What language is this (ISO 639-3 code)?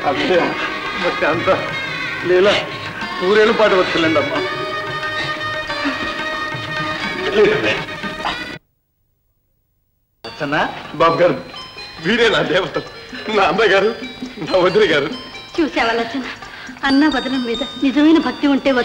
tel